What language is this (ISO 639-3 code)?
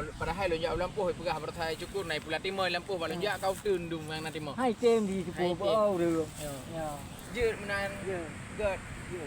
ace